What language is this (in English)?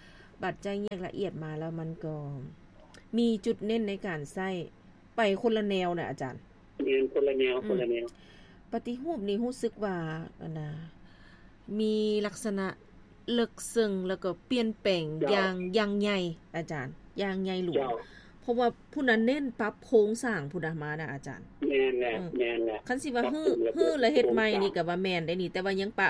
Lao